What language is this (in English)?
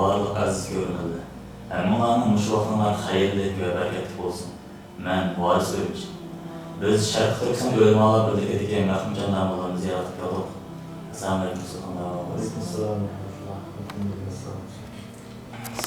Uyghur